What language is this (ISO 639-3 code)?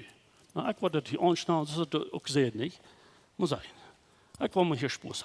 pdt